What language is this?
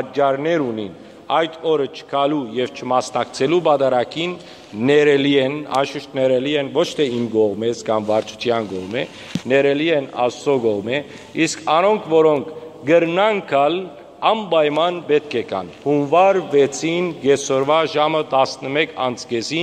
Western Armenian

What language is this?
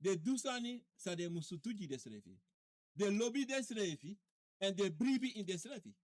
Sranan Tongo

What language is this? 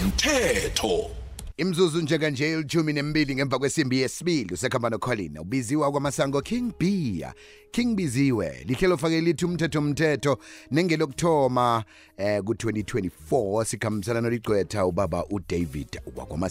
South Ndebele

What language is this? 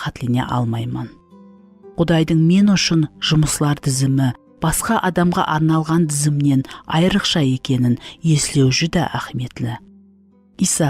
Kara-Kalpak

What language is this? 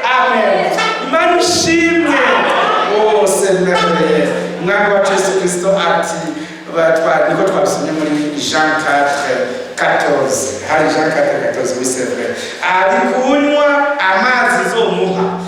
Rundi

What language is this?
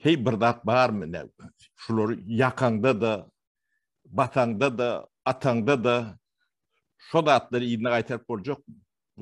Turkmen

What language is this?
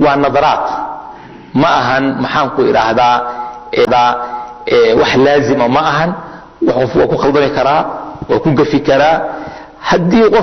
Somali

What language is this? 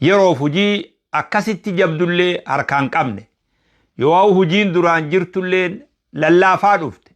Oromo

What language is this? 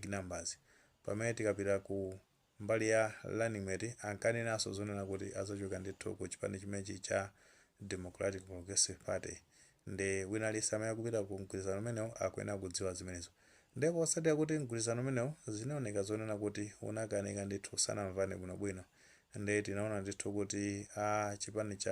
Nyanja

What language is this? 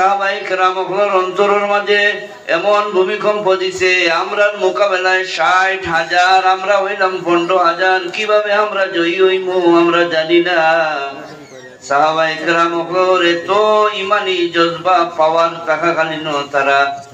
Sylheti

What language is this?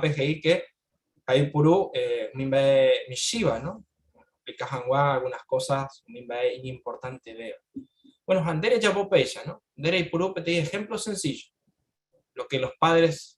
Guarani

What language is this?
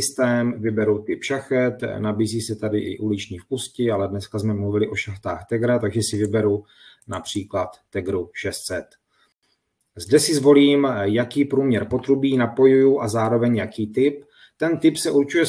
Czech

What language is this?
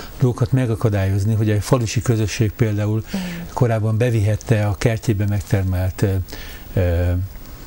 Hungarian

